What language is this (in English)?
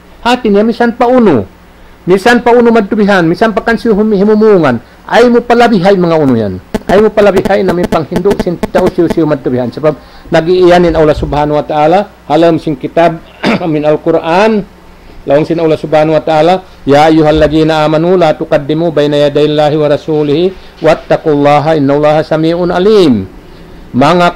Tausug